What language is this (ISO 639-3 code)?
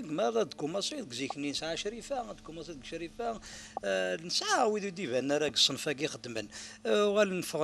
kab